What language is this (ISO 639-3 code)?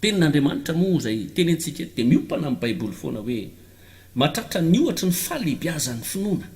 mlg